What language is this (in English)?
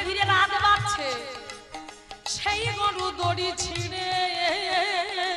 Bangla